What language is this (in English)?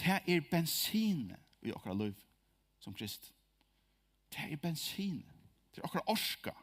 Faroese